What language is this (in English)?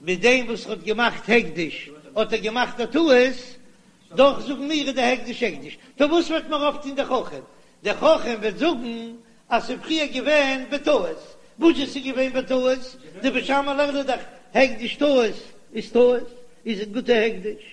Yiddish